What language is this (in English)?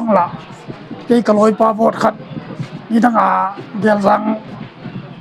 Tedim Chin